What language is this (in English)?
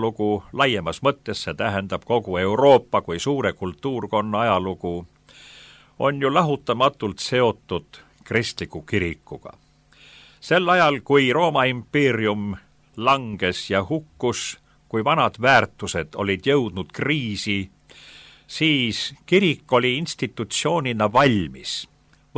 Estonian